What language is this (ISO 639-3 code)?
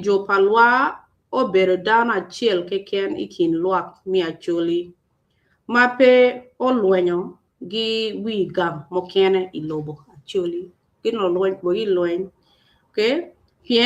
ach